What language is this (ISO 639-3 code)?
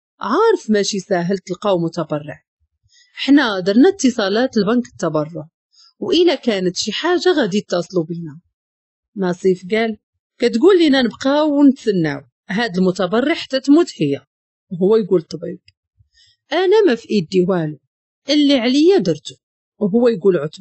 ary